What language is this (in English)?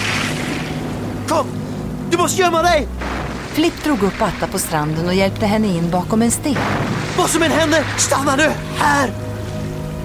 Swedish